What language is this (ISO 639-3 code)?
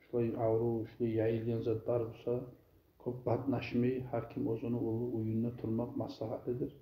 kum